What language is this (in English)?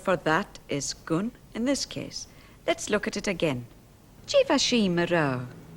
Scottish Gaelic